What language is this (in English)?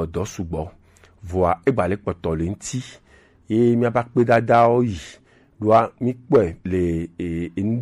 Gen